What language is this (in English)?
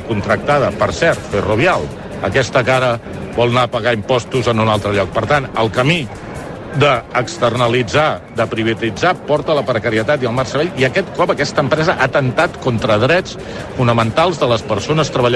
Catalan